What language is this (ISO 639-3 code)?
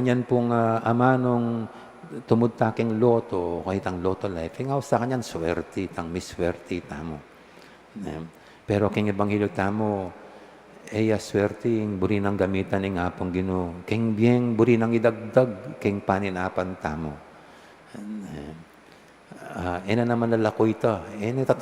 pam